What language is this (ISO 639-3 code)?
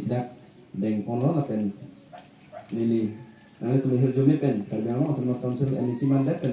mjw